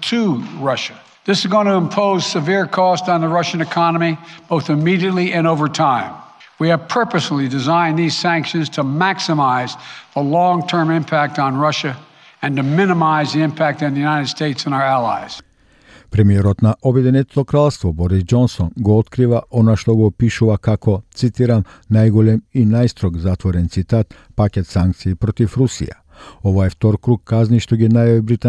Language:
Macedonian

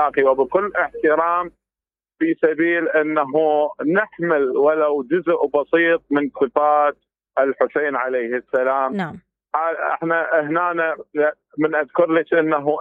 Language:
Mesopotamian Arabic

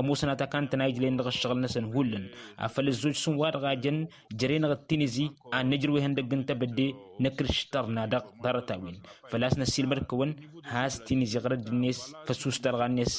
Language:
Tamasheq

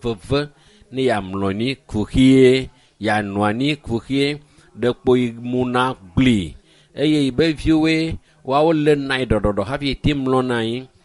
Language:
Ewe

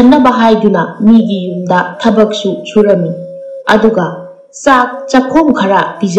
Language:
Manipuri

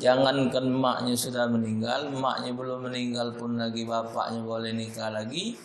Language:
Musi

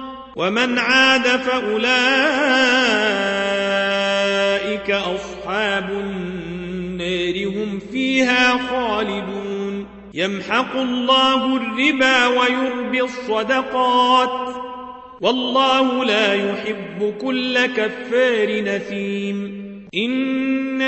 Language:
Arabic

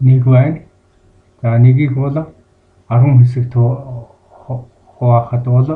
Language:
Mongolian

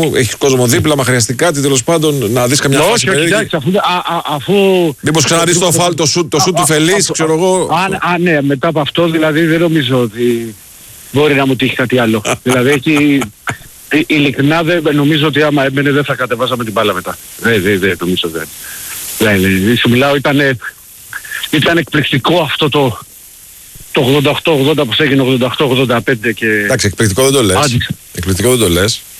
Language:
Greek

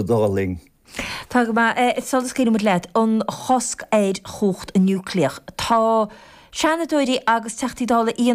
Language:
Irish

